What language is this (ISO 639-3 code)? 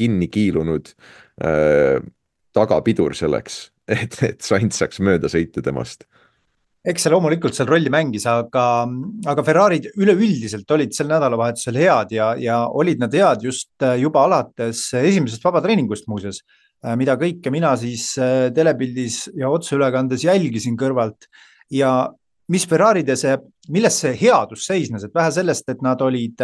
est